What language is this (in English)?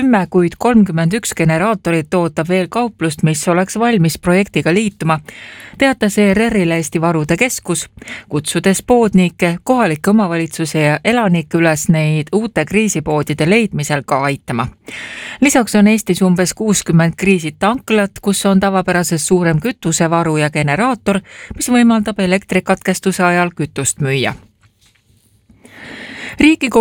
Estonian